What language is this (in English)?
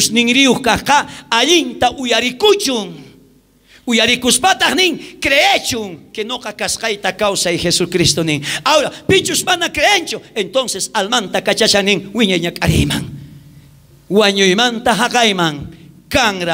South Bolivian Quechua